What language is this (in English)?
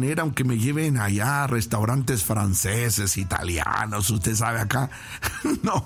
Spanish